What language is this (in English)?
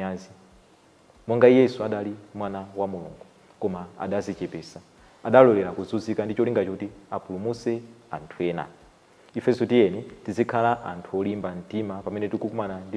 Nyanja